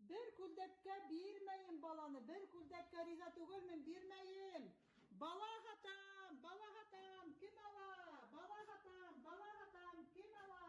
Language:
Bashkir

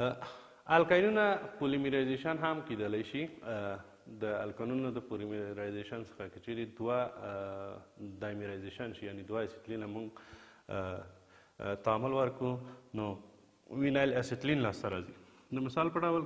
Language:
Pashto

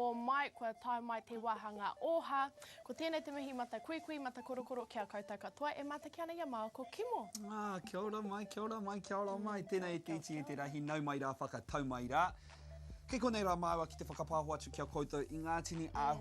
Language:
Māori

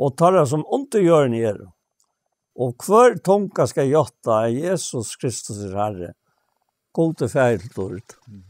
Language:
Faroese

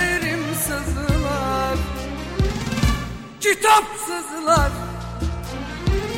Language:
Turkish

